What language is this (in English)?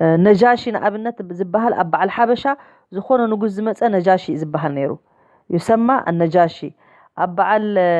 Tigrinya